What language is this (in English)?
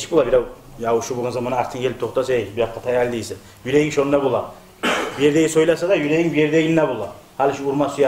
Kumyk